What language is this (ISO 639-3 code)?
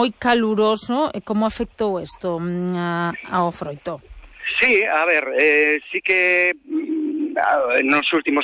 glg